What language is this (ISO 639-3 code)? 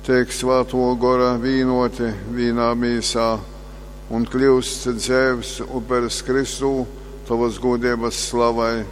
ltg